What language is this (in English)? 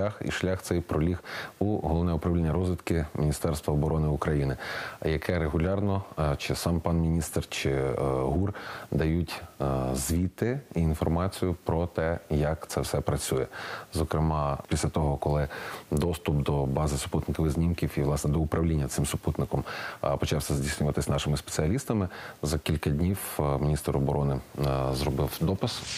Ukrainian